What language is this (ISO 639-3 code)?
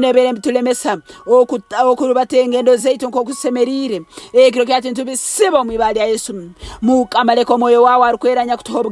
nyn